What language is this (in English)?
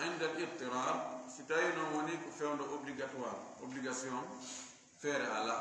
Fula